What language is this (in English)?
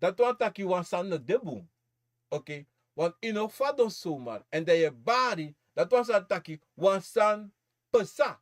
Sranan Tongo